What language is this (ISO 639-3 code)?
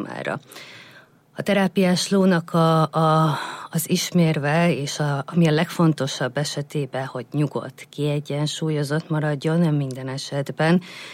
hun